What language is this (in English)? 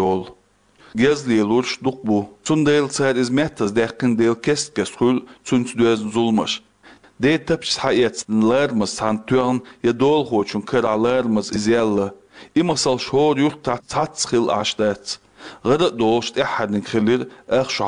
Chechen